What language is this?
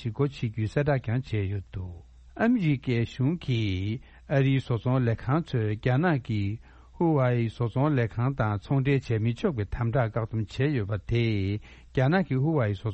Tibetan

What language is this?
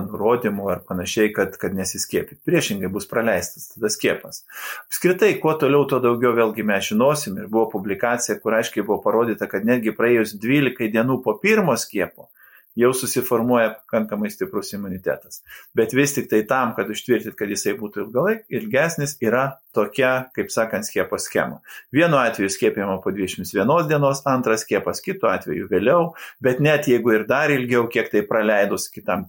Lithuanian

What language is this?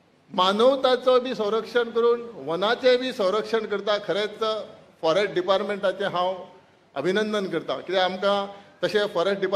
Konkani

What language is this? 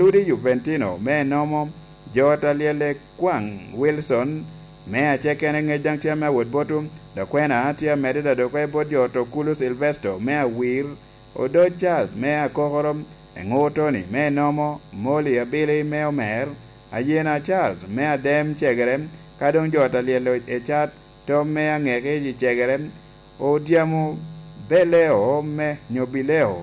Lango (Uganda)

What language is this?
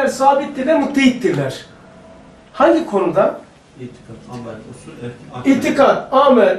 Turkish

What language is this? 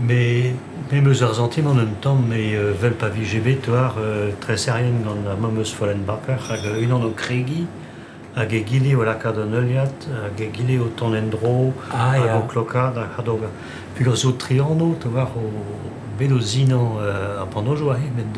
Breton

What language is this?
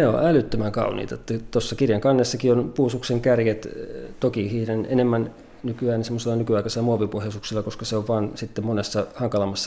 Finnish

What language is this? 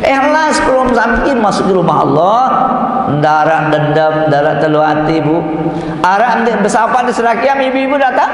Sasak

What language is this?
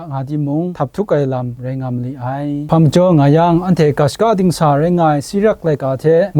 Kachin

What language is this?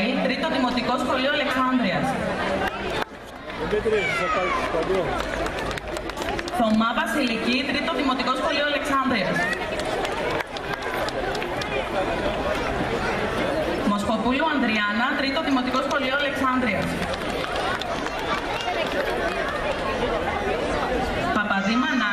Greek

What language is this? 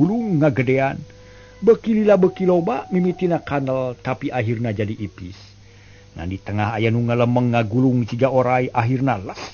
Sundanese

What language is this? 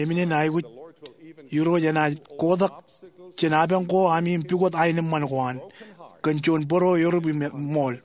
Marshallese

